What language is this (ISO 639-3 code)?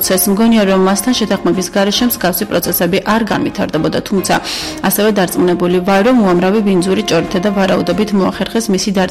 kat